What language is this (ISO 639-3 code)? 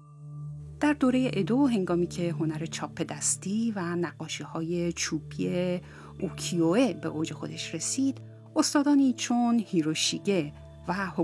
fas